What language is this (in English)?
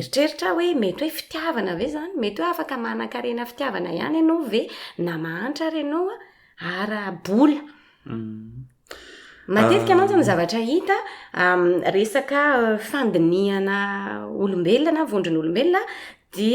Malagasy